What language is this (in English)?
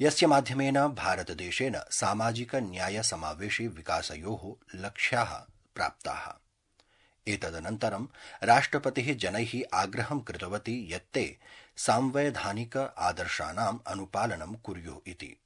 Sanskrit